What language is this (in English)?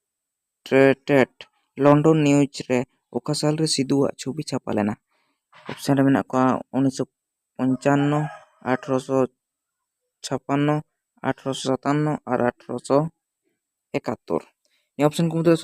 Santali